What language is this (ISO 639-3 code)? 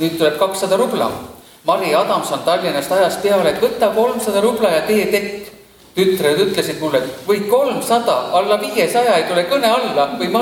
est